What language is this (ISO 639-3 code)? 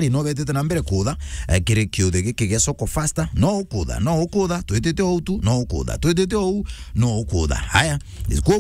mer